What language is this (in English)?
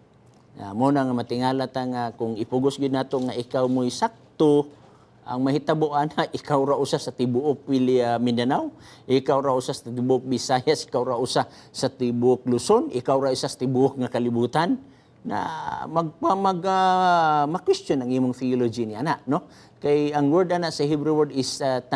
Cebuano